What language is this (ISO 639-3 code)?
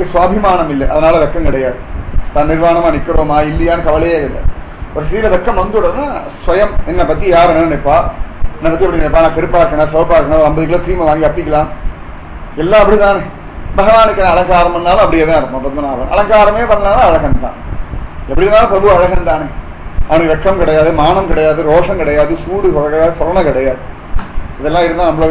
tam